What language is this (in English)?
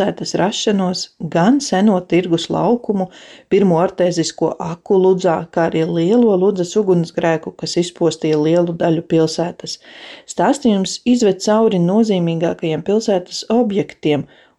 Latvian